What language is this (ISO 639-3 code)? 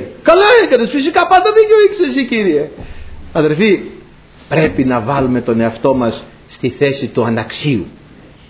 ell